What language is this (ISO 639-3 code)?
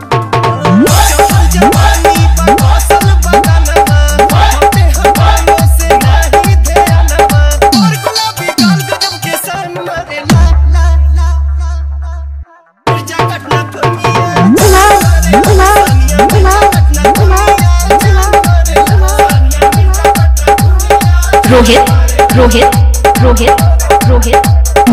bho